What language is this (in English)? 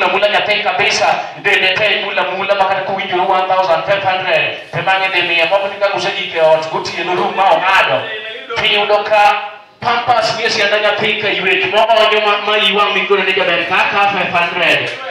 Luo (Kenya and Tanzania)